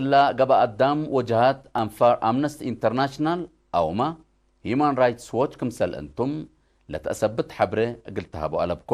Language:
Tigre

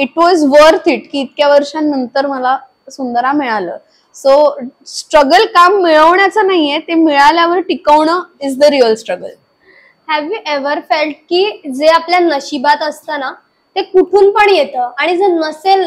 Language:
Marathi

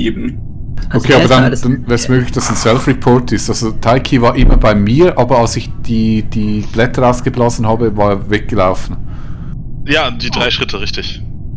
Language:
Swiss German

